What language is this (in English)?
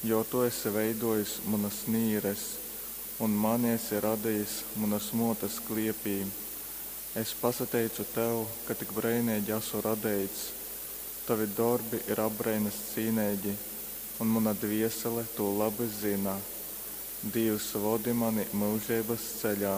Latgalian